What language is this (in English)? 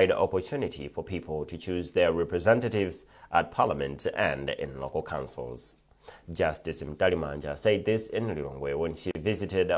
English